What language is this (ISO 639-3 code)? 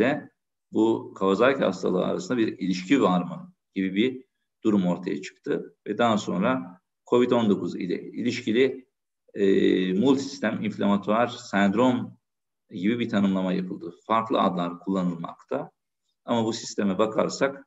tur